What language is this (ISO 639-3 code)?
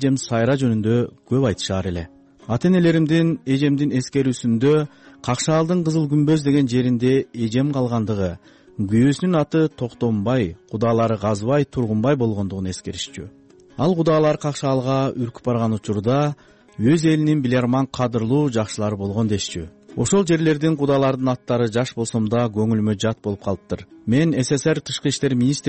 kir